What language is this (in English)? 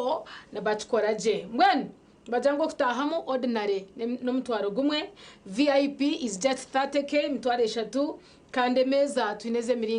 Nyankole